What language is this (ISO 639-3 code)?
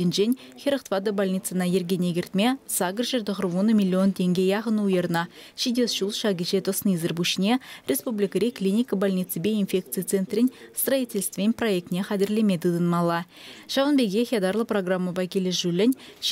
chv